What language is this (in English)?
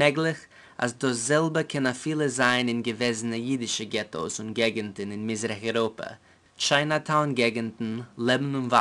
Yiddish